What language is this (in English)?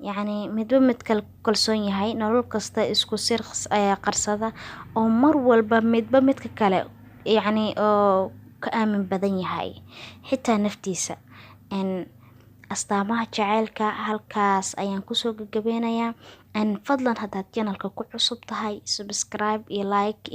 Somali